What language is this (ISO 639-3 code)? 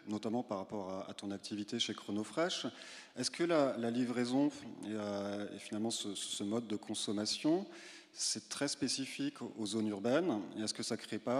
fra